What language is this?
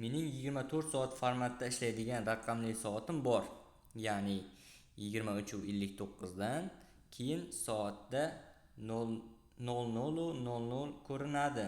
Uzbek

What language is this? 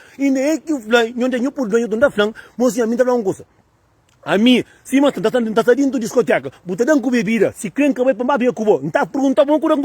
Kabuverdianu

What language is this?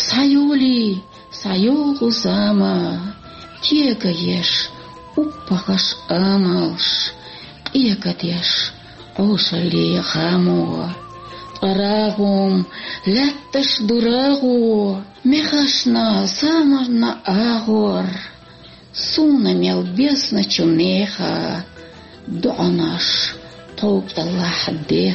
Chechen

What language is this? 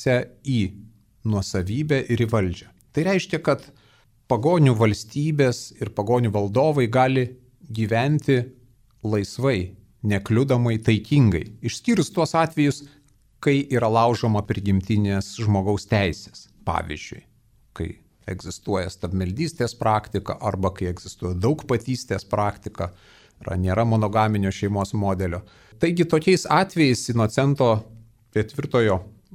Lithuanian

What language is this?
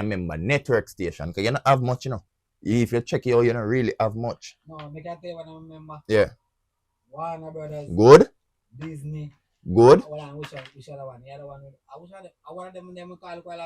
Jamaican Creole English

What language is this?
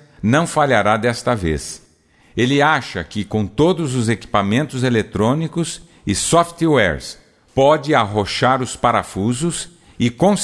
Portuguese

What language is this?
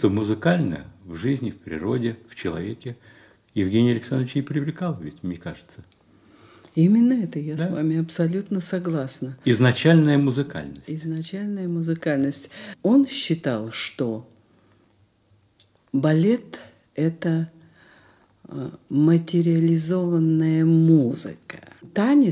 Russian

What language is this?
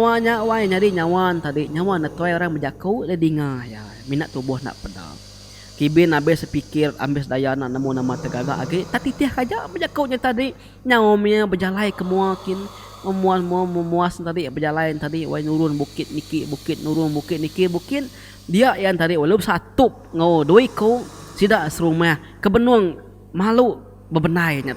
Iban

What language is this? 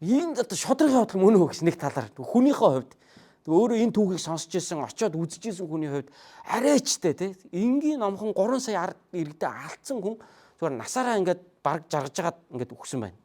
Mongolian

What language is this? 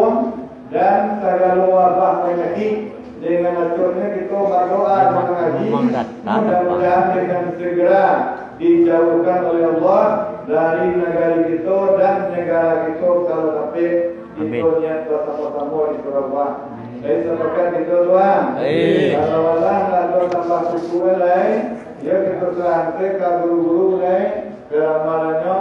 Minangkabau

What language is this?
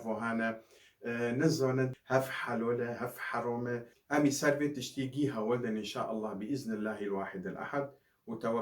Kurdish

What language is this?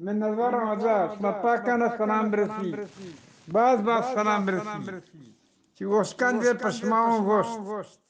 Eastern Balochi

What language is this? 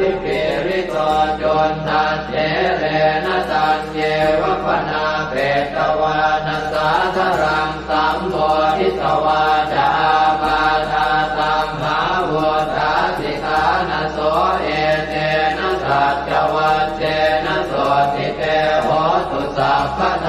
Pali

